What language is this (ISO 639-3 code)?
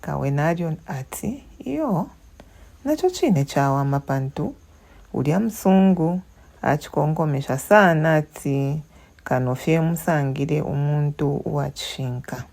bem